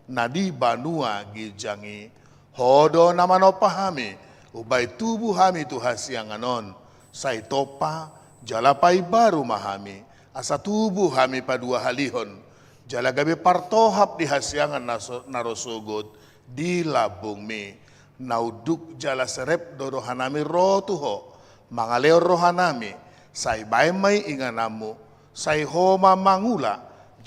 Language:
Batak Toba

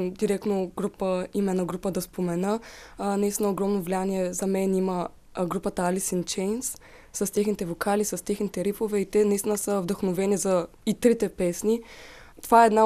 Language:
Bulgarian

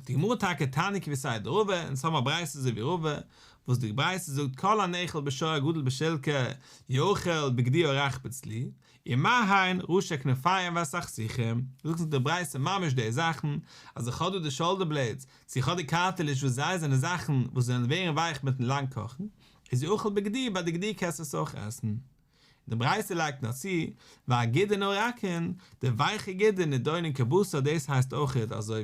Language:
Yiddish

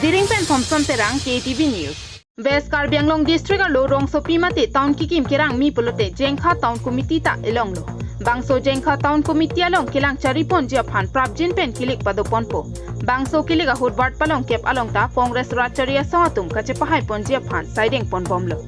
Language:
Karbi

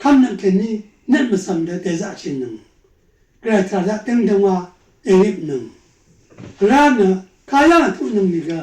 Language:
Rawang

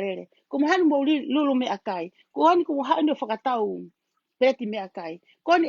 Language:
Tongan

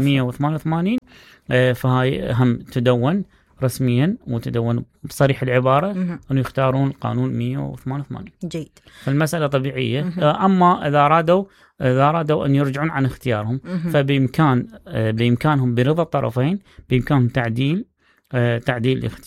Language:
Mesopotamian Arabic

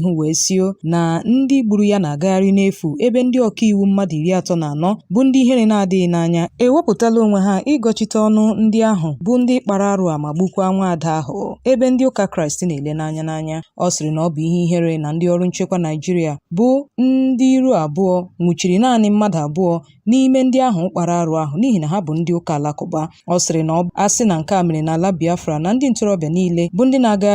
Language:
Igbo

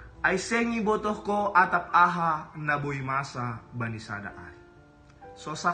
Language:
Batak Simalungun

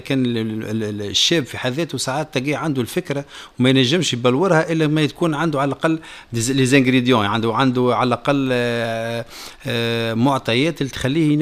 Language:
Tunisian Arabic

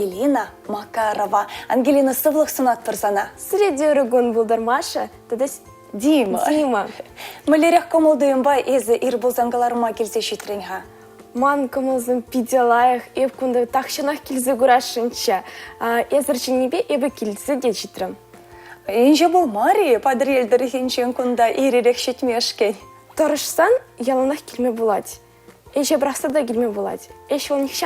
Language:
Chuvash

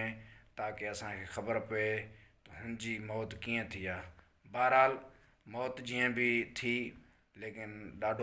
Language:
Sindhi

